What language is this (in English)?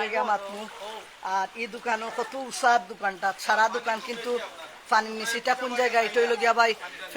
Sylheti